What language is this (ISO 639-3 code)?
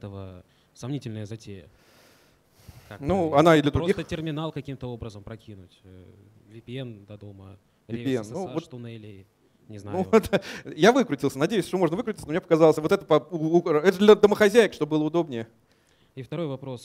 rus